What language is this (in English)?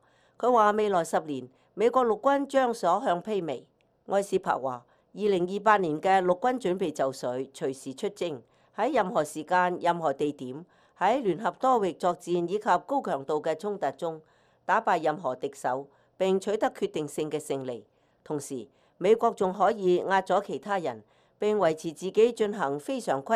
Cantonese